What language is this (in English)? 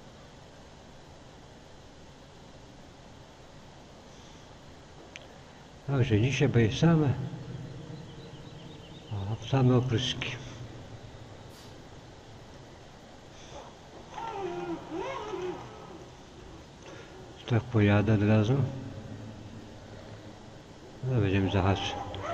Polish